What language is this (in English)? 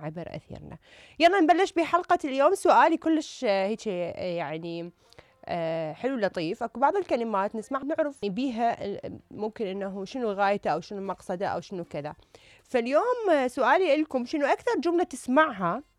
Mesopotamian Arabic